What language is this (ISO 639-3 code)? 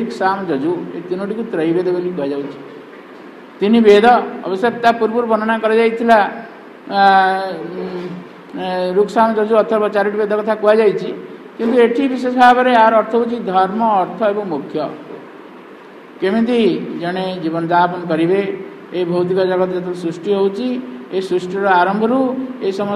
ori